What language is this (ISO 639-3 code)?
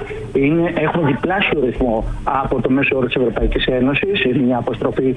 ell